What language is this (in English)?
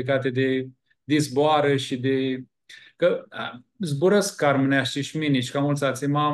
Aromanian